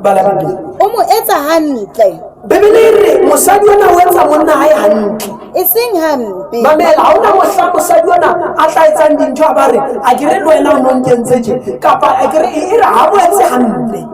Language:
Southern Sotho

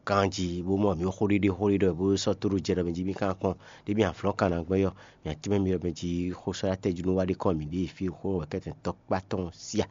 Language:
Fon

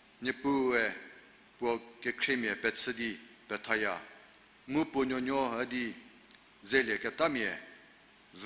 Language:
Angami Naga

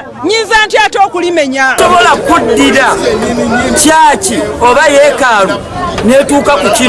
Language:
Ganda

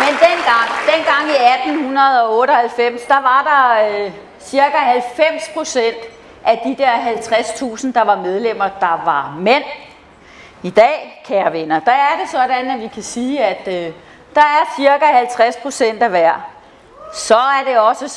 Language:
Danish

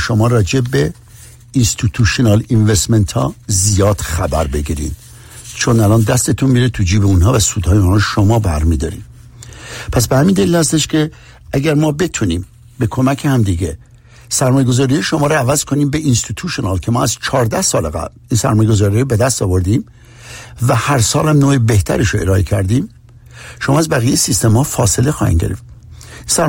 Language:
Persian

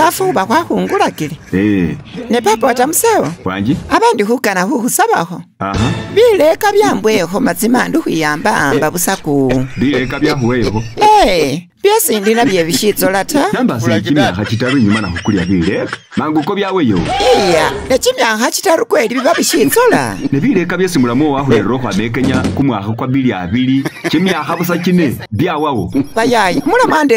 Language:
Masaaba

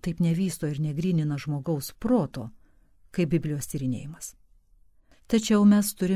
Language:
Lithuanian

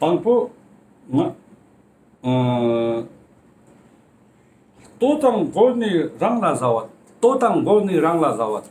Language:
Ladakhi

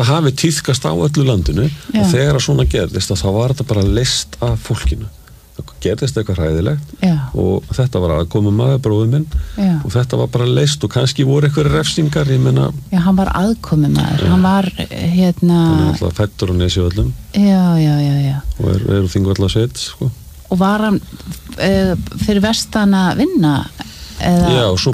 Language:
Icelandic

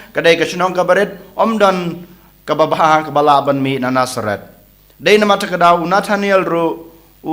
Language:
Khasi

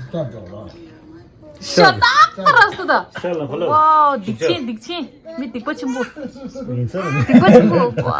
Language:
Tibetan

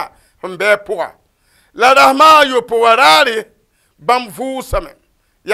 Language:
Mossi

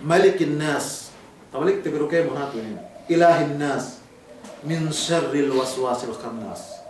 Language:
Yakan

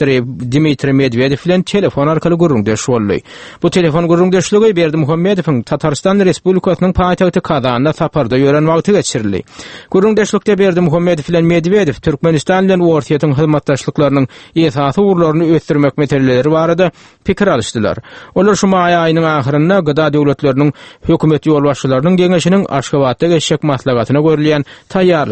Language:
Turkmen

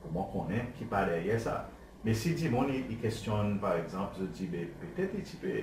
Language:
Seselwa Creole French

